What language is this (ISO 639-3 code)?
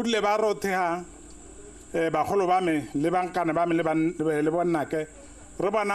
tsn